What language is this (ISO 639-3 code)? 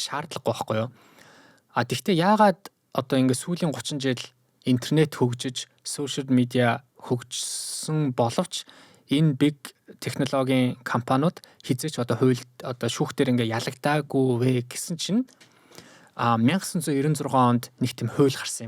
mon